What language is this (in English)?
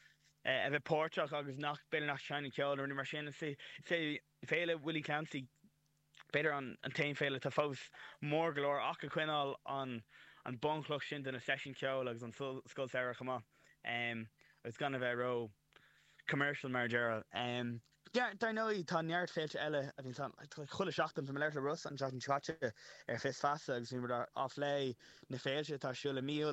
Irish